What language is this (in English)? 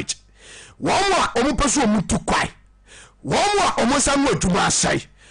Akan